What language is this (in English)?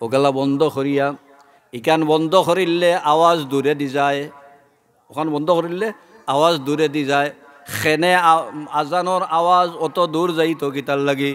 Sylheti